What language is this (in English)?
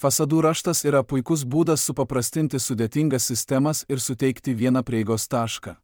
Lithuanian